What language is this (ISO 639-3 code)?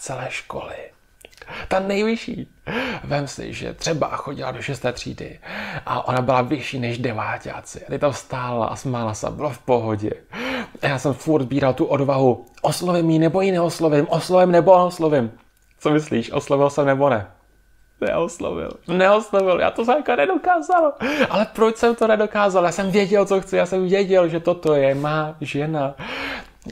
ces